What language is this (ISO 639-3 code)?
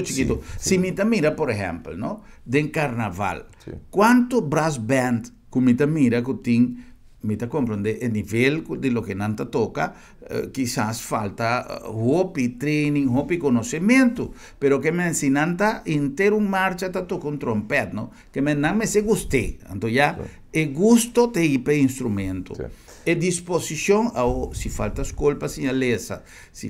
pap